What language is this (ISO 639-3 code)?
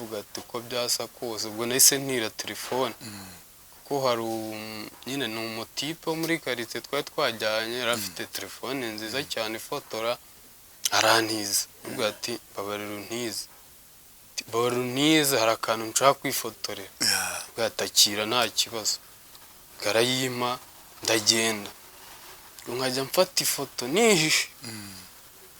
kin